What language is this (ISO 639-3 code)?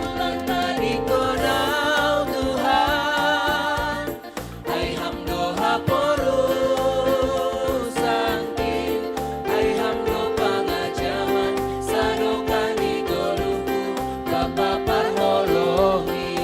bts